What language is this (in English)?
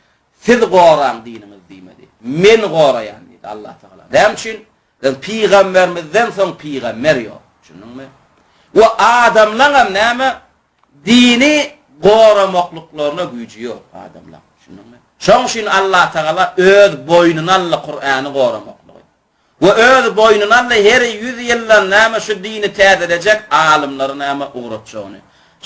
Turkmen